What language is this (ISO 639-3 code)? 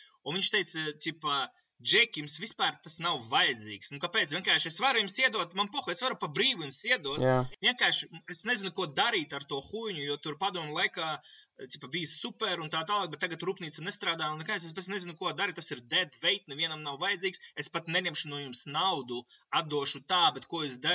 lav